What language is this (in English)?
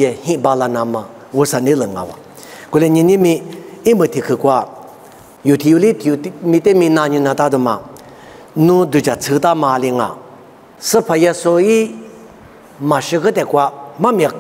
Lisu